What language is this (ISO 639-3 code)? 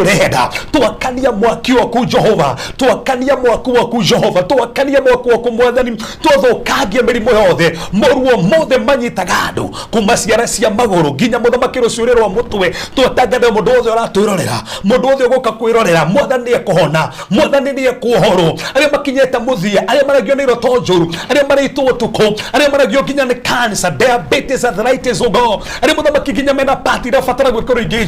kik